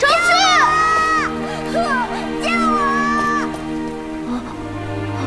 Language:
Chinese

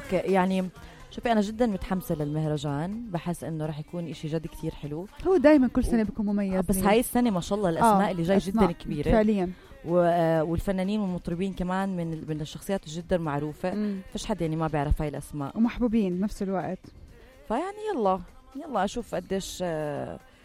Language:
North Levantine Arabic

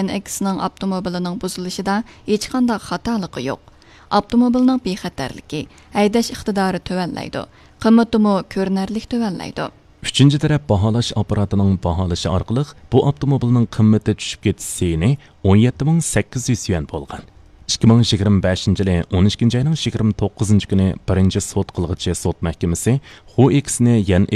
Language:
Uyghur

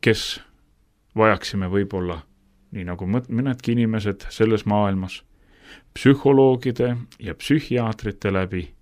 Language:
Estonian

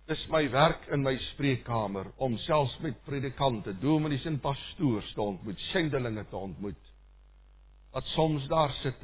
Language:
Afrikaans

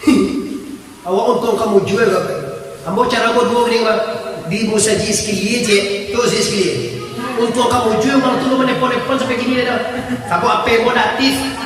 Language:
Minangkabau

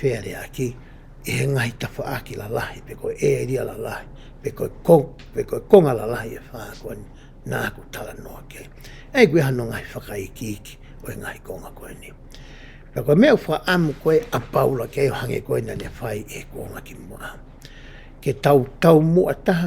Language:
Tongan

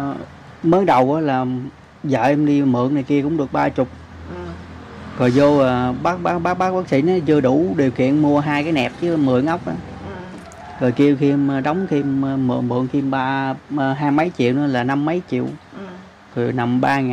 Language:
Vietnamese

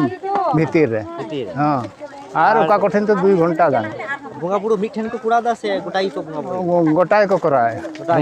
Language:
Santali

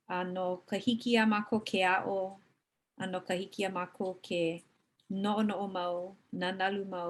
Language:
Hawaiian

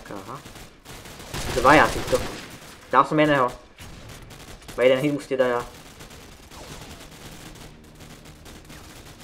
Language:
Slovak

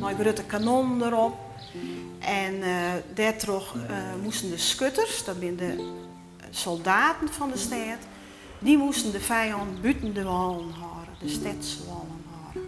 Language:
Western Frisian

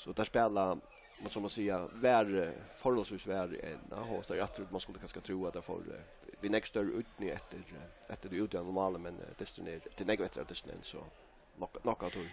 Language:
Faroese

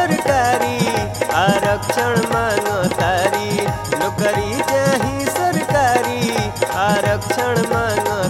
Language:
Bhojpuri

